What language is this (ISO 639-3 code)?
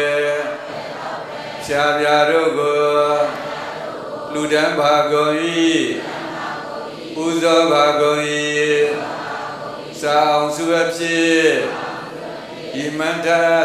mya